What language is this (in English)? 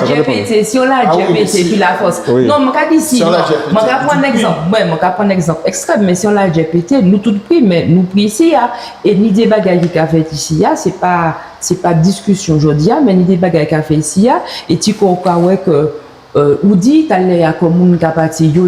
Guadeloupean Creole French